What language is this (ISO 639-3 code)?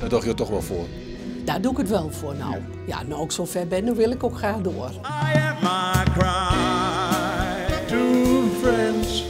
fry